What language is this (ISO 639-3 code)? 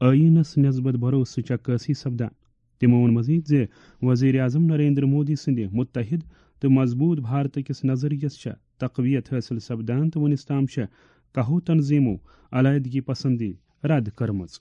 kas